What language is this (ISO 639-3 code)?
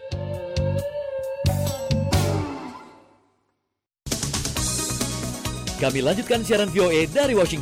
ind